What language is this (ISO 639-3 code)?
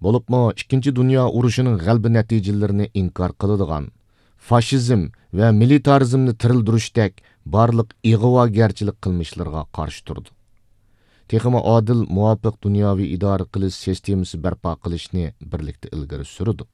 uig